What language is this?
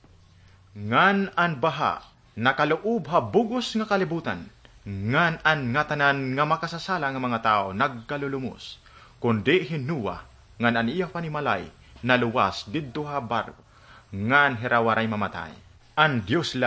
Waray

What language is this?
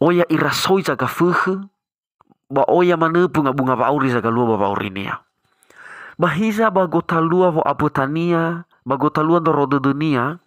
Nias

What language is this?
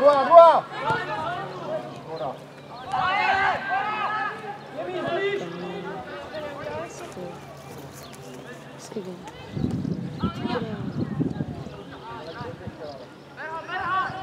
Czech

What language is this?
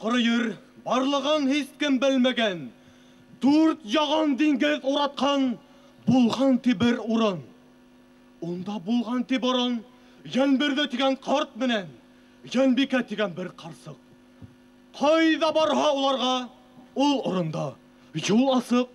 Bashkir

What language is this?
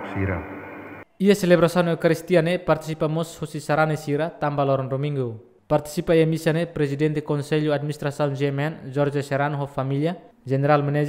Tetum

